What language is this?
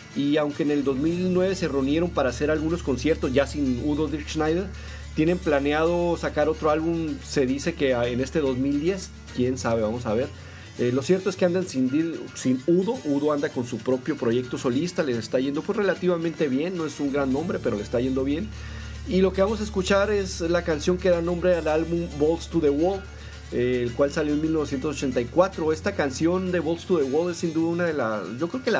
Spanish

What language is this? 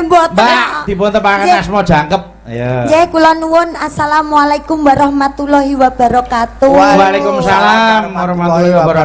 Javanese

